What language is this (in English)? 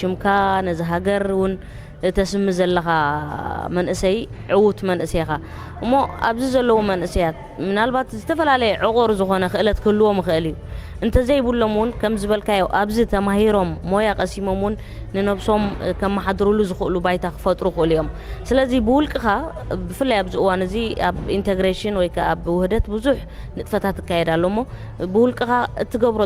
Tigrinya